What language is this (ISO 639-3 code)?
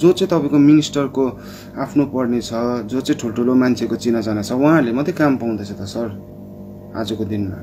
nep